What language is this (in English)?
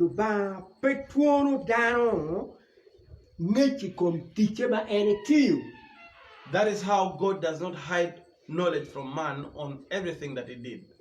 Acoli